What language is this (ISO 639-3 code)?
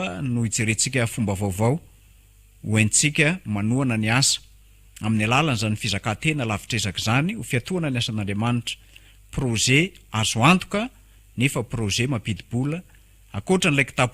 mlg